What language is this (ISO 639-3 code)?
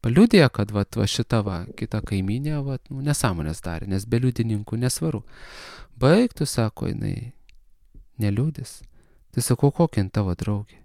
lit